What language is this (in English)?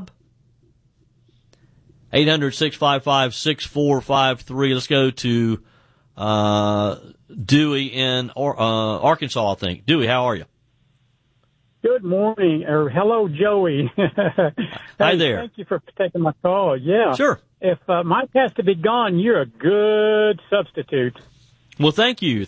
English